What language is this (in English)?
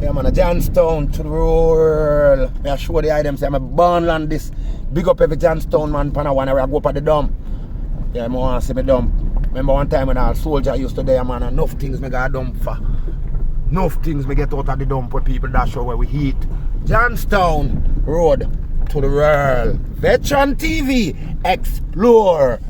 Jamaican Creole English